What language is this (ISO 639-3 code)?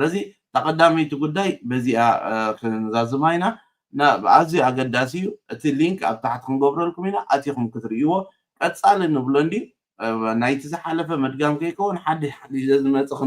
tir